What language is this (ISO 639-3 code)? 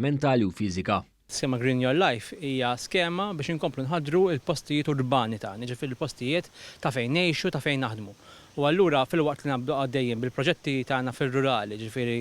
mlt